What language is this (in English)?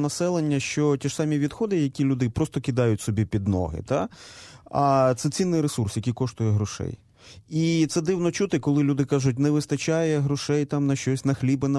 Ukrainian